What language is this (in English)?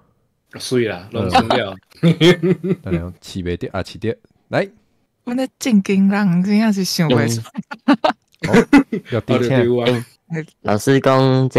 Min Nan Chinese